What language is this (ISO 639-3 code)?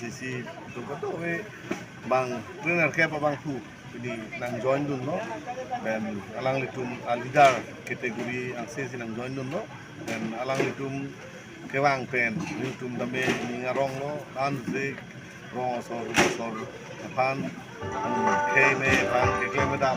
mjw